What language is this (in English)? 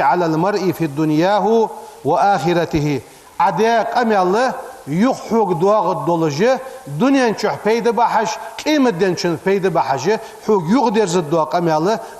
Ingush